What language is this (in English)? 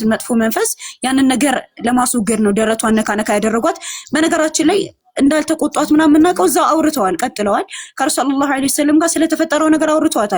Amharic